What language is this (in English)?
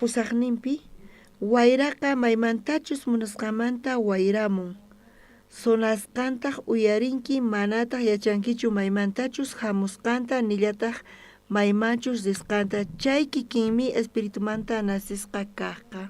South Bolivian Quechua